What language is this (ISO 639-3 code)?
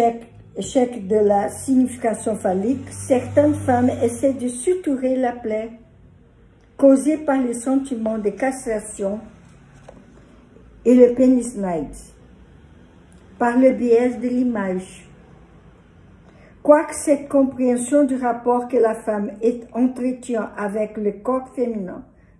fra